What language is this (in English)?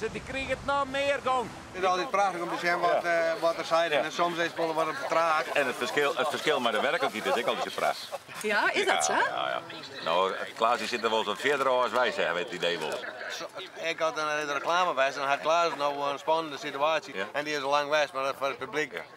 Western Frisian